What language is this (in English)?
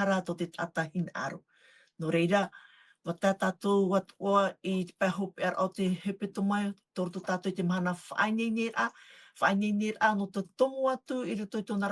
Tahitian